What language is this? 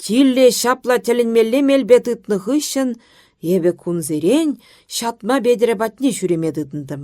Chuvash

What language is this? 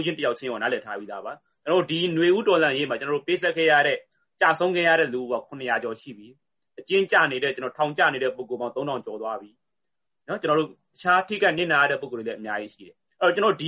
Burmese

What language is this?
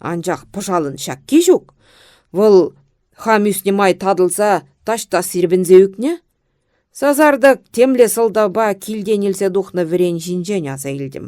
Chuvash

